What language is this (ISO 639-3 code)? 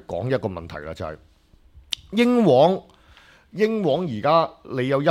yue